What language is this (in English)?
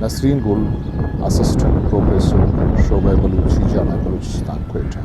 Eastern Balochi